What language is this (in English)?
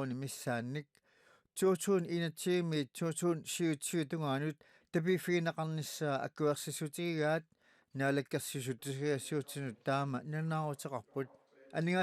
Kalaallisut